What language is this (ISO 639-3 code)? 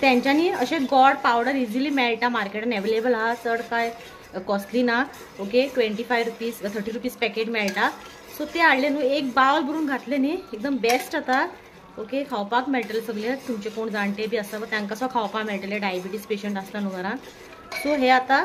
kok